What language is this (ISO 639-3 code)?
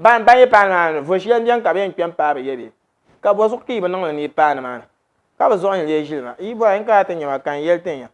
dag